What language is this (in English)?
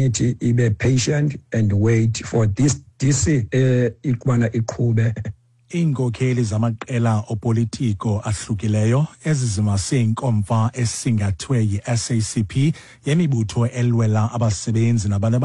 Xhosa